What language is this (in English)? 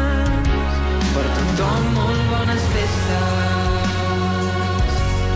Catalan